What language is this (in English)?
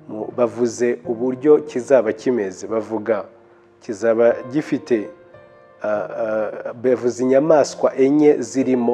Kinyarwanda